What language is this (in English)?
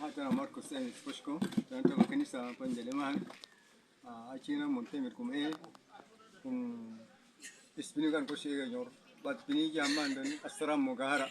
Uduk